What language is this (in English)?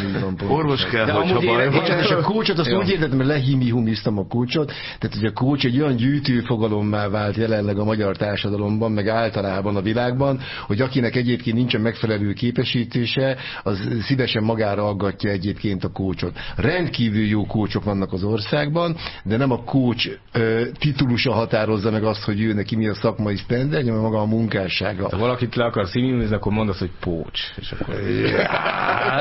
Hungarian